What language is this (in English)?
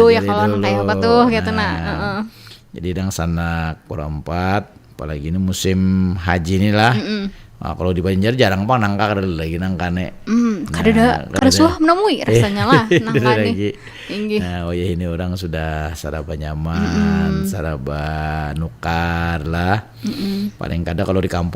Banjar